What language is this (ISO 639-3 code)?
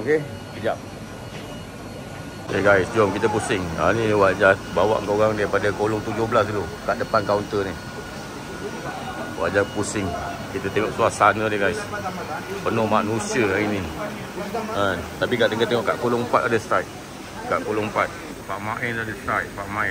msa